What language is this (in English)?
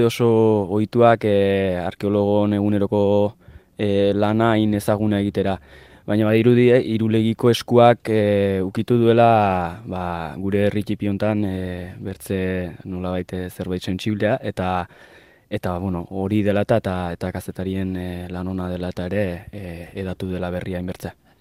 Basque